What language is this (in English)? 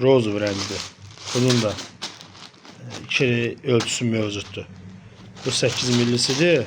Azerbaijani